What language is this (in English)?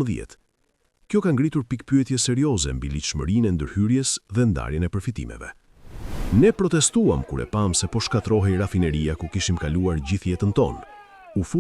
Albanian